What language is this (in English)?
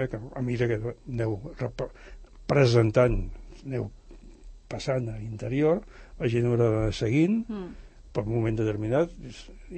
Catalan